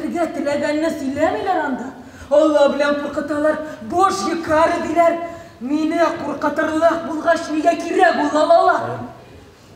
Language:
Tatar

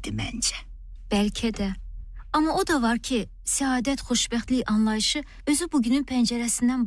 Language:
Azerbaijani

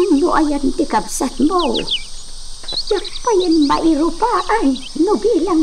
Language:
Iloko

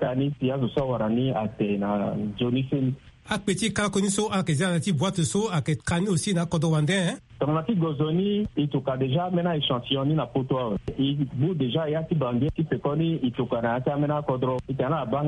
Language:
Sango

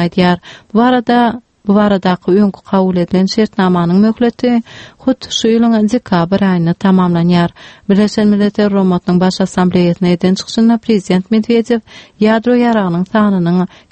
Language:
Turkmen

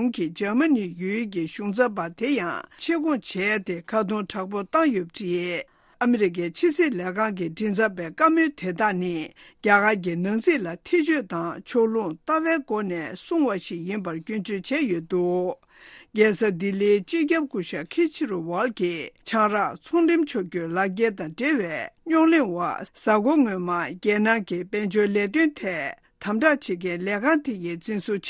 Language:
Tibetan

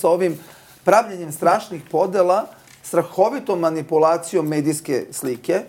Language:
Serbian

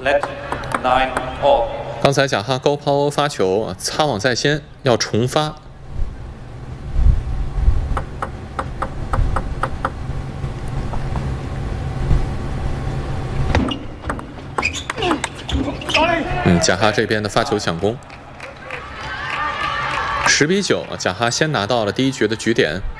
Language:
Chinese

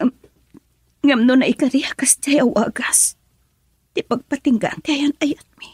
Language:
Iloko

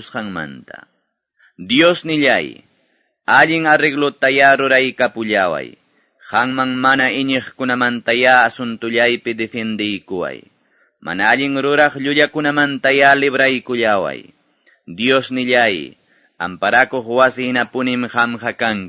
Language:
Quechua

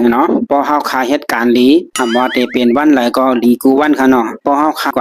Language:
Shan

